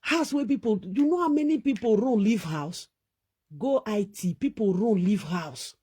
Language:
Nigerian Pidgin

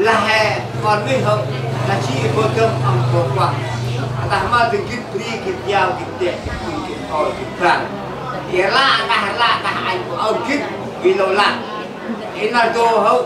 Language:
Central Mnong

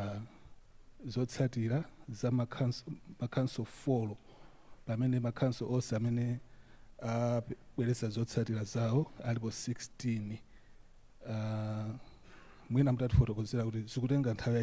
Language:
Nyanja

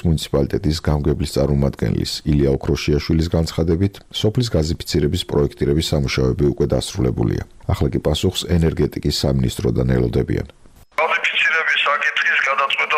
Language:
Georgian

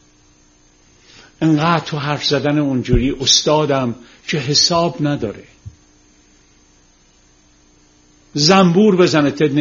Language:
Persian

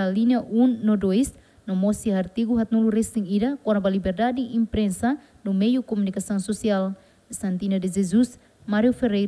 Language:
Tetum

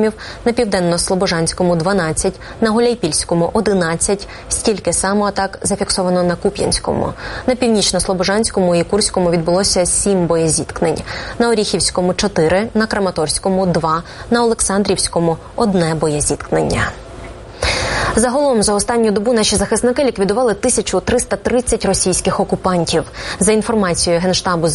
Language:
Ukrainian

